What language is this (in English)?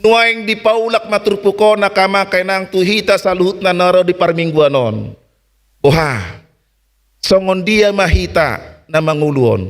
Batak Toba